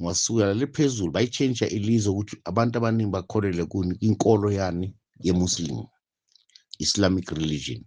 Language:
Zulu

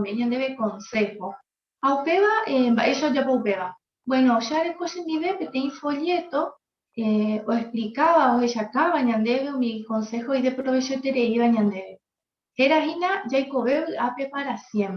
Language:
Guarani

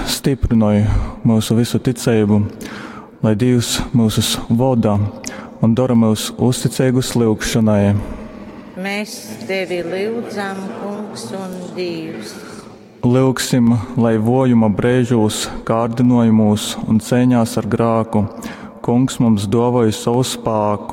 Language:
Latgalian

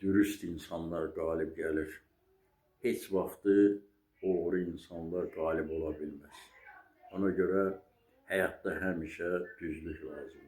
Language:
Azerbaijani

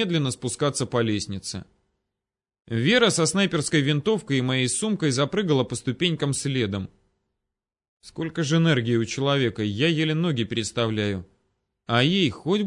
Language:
Russian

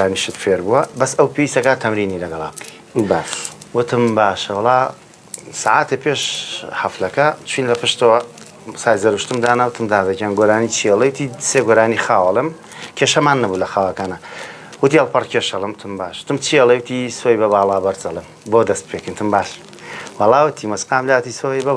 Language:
Central Kurdish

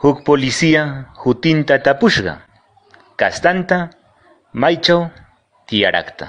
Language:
Quechua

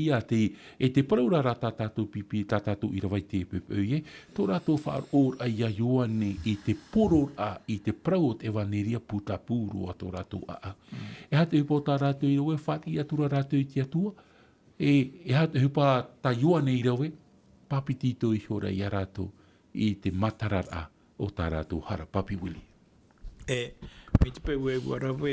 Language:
Tahitian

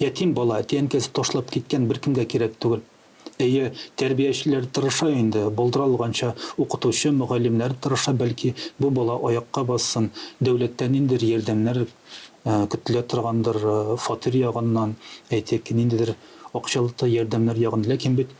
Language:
Tatar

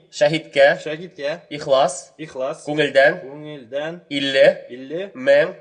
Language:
Bashkir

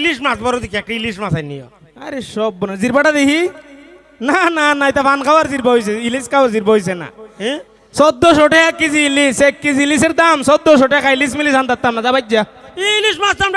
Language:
Sylheti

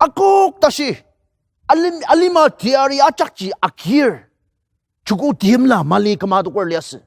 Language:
Ao Naga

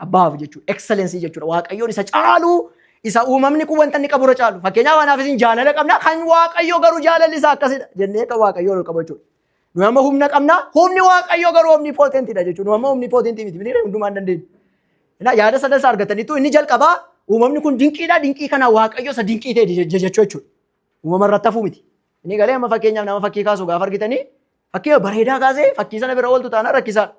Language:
Oromo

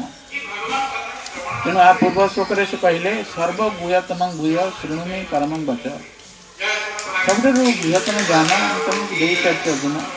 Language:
Odia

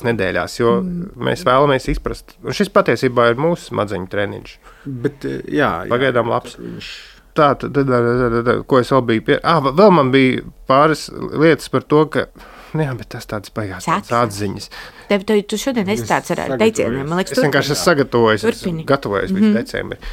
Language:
Latvian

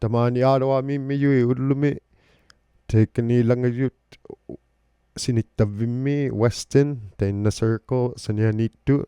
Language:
Inuktitut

